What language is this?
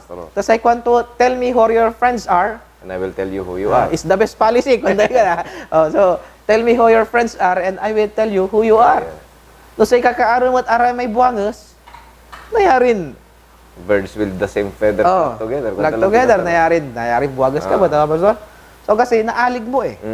Pangasinan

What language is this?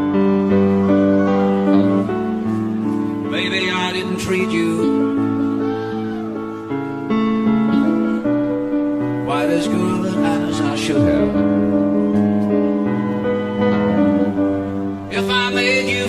English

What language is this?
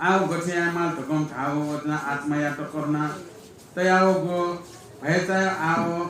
Newari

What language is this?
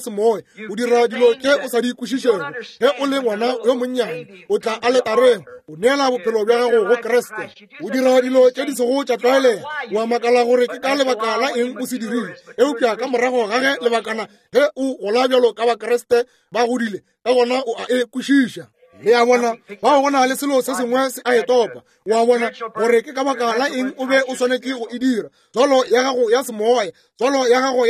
Northern Sotho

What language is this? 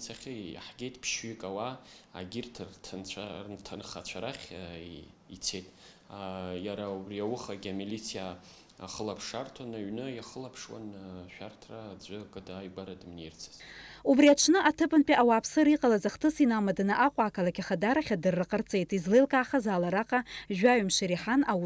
Abkhazian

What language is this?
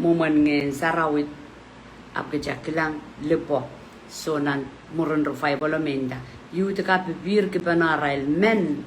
Pohnpeian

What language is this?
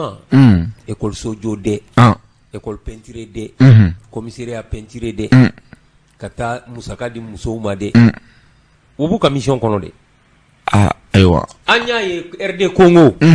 Bambara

